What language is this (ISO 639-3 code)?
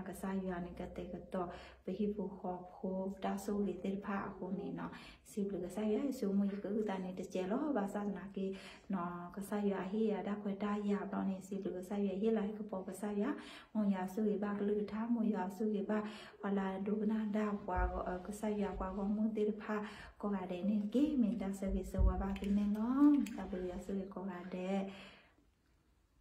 ksw